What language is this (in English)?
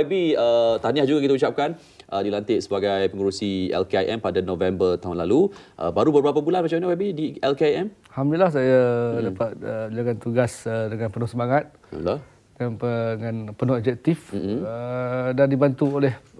Malay